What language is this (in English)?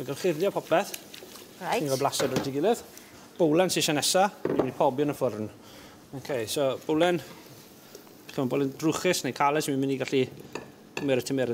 Welsh